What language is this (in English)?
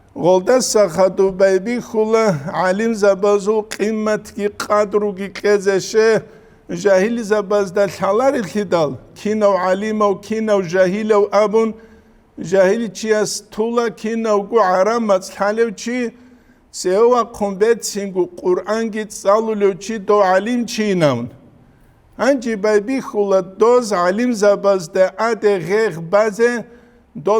Avaric